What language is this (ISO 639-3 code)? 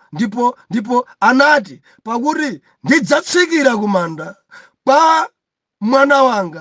nya